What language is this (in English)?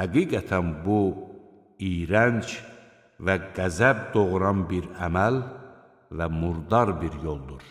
Azerbaijani